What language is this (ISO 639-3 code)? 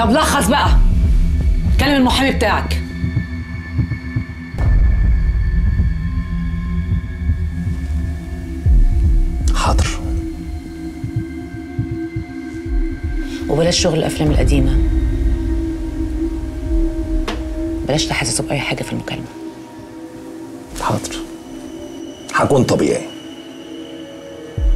arz